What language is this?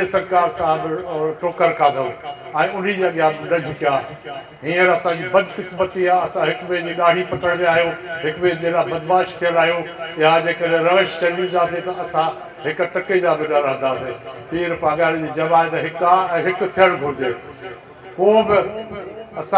Sindhi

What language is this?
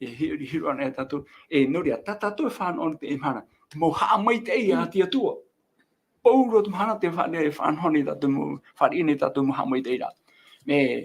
Tahitian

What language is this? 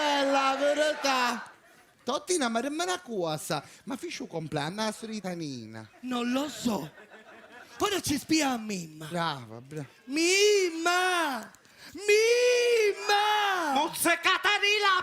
Sicilian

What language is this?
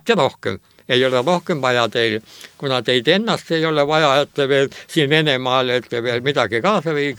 Estonian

